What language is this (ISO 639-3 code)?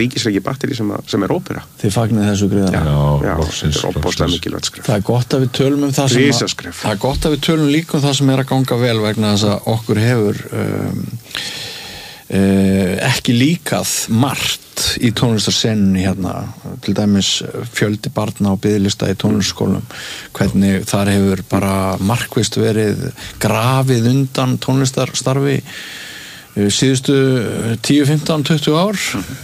isl